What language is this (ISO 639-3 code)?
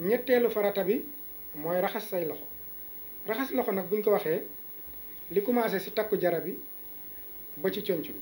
wol